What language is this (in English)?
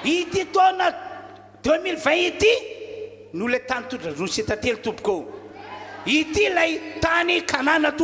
Malagasy